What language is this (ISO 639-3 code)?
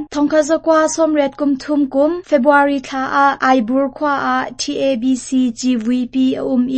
cnh